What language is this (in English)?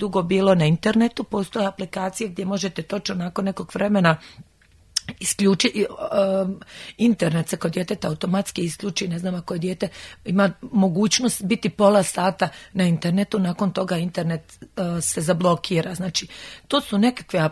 Croatian